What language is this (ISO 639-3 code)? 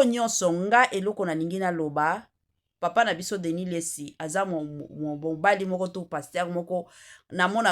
lin